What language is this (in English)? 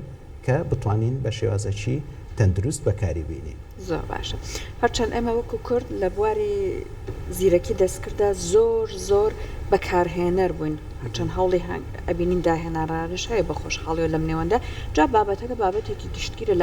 Central Kurdish